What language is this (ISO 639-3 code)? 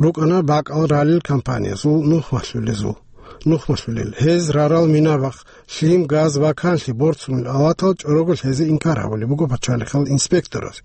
ava